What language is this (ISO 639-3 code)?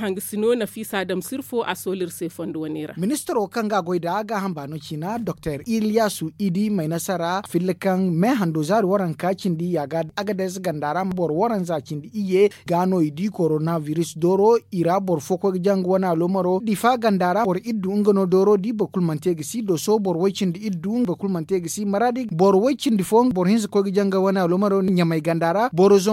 dje